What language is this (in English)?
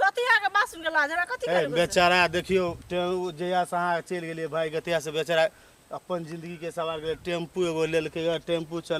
Maithili